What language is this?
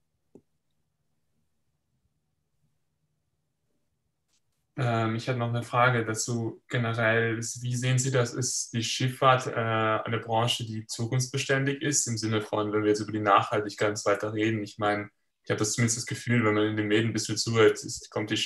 German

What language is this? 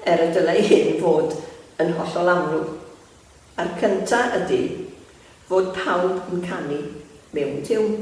Welsh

